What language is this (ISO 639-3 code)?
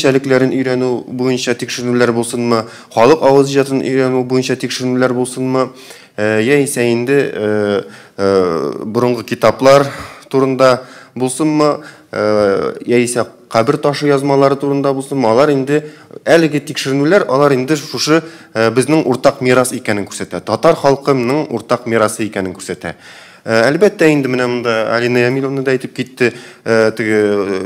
tat